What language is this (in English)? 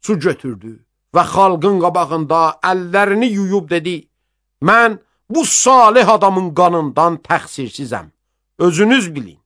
Azerbaijani